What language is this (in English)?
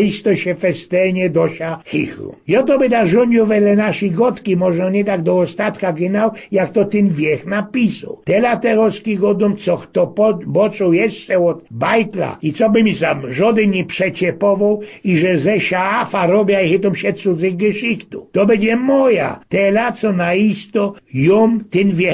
Silesian